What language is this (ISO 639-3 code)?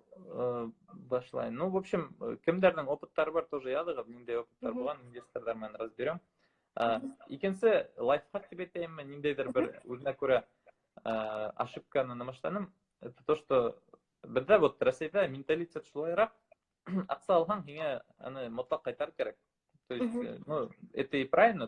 bak